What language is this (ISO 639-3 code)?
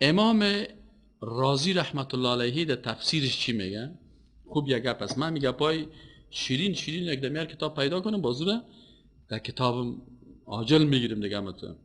fas